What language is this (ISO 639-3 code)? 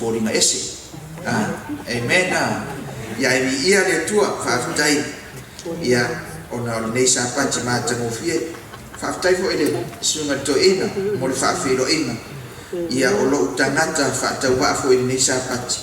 smo